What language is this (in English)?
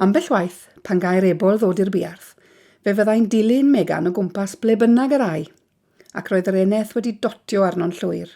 Welsh